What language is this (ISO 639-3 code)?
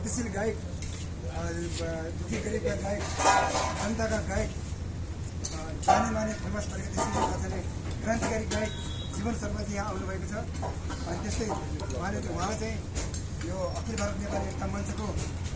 nep